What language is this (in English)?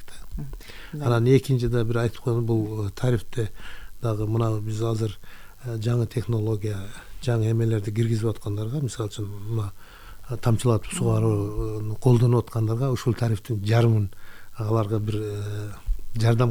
Kyrgyz